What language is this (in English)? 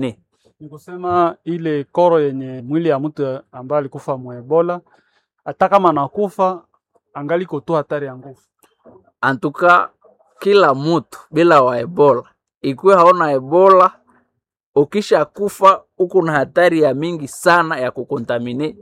Swahili